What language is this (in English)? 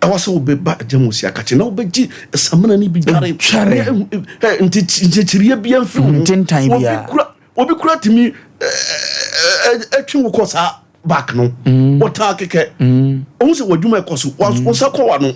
Akan